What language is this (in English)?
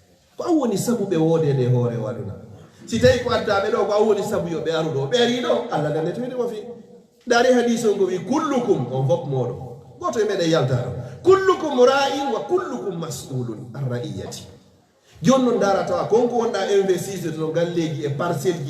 Fula